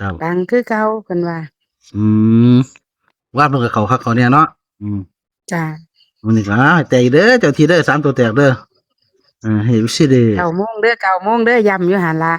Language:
Northeastern Thai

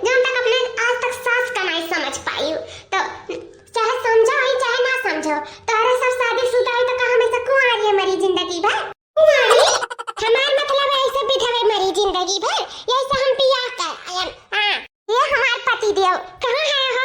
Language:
Awadhi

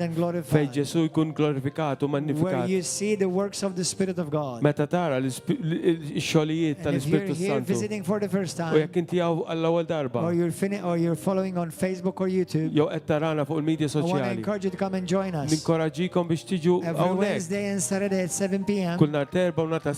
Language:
Maltese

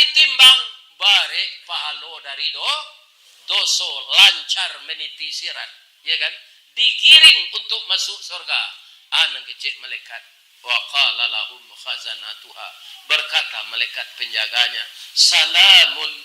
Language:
Minangkabau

